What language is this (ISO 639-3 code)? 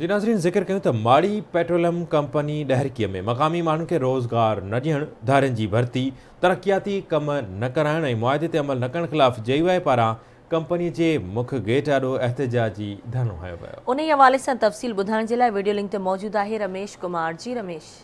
snd